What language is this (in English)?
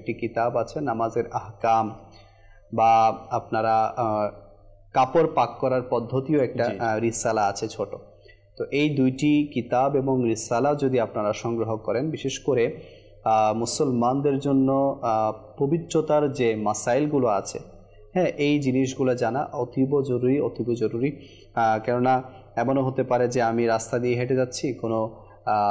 Bangla